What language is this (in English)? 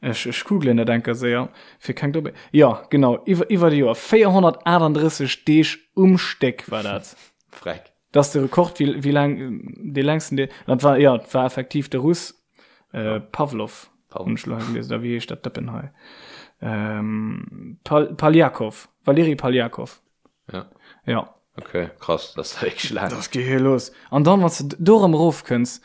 Luxembourgish